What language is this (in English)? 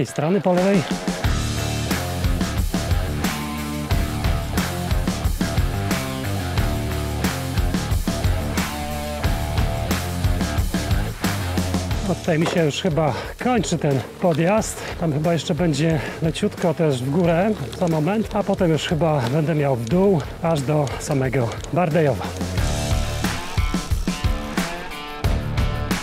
Polish